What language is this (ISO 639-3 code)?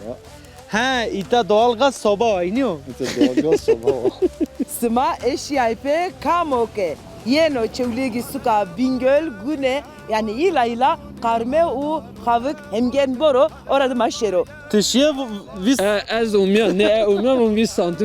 zza